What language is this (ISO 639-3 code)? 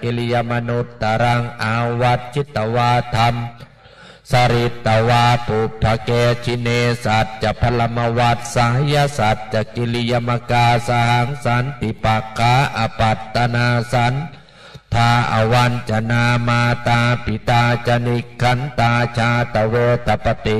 pli